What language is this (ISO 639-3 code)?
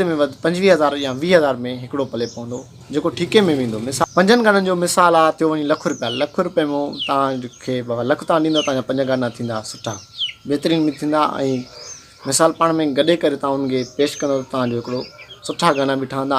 snd